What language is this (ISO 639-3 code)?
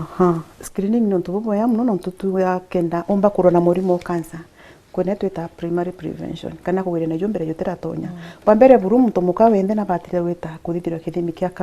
mer